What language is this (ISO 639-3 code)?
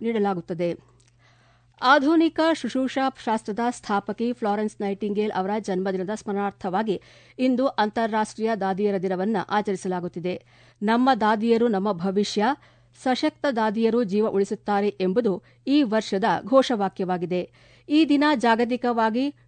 kan